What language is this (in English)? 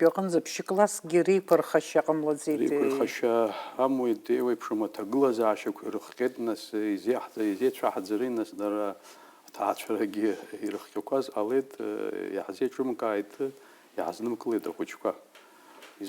Abkhazian